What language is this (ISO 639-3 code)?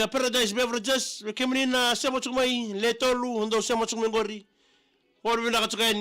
fij